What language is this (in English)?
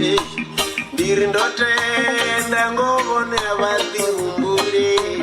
Venda